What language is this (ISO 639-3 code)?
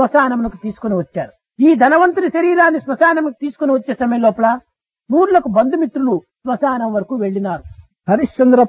tel